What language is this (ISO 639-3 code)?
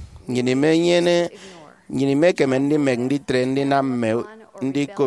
efi